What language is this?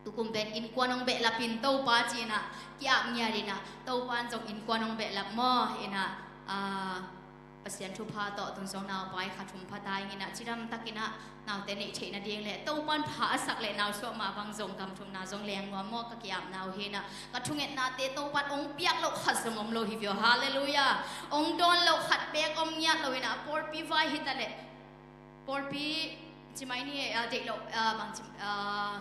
Tedim Chin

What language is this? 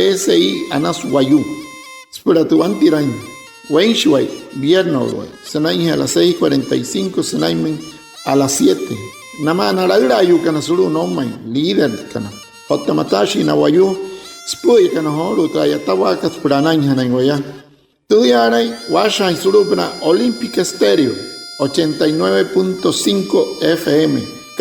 Wayuu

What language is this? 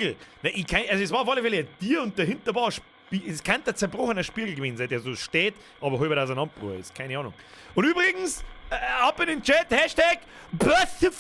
Bavarian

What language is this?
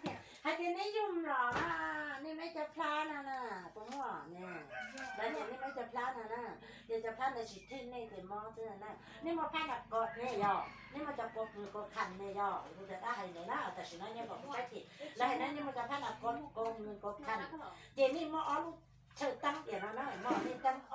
Hmong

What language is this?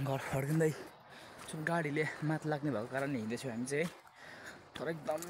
Nepali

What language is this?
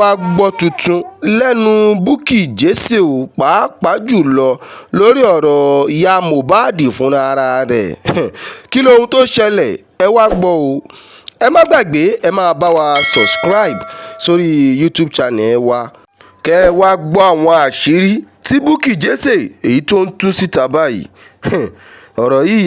Yoruba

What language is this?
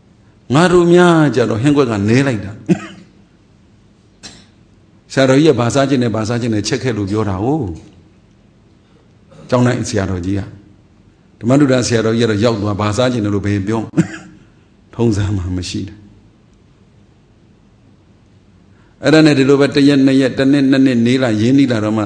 Burmese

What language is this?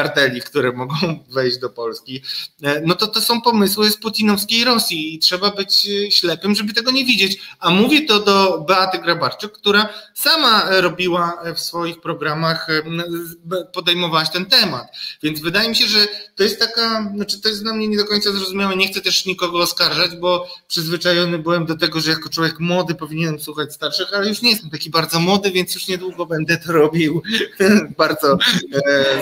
Polish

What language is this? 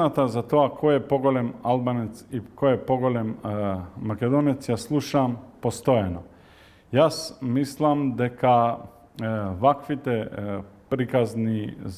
Macedonian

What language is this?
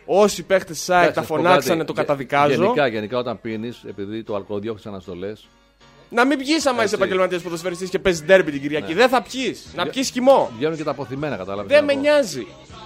Greek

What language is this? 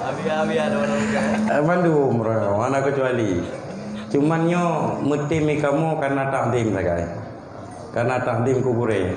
Achinese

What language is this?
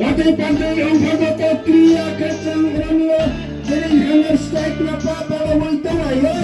Riang (India)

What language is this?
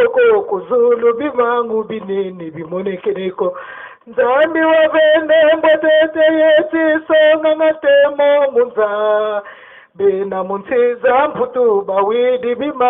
Lingala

